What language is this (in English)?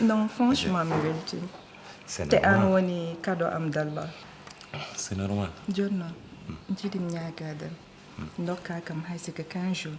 Fula